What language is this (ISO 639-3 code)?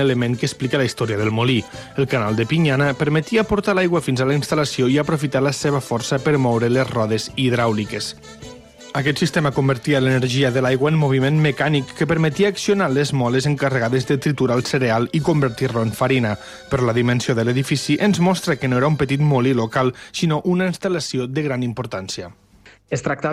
cat